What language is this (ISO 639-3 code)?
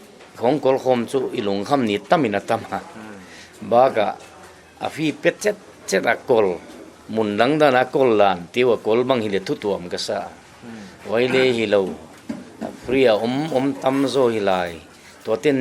pck